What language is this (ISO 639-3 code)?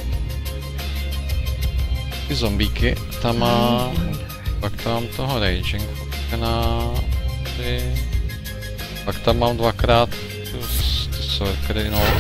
ces